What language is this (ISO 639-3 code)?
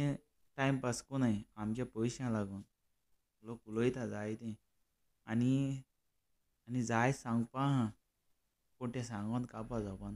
kok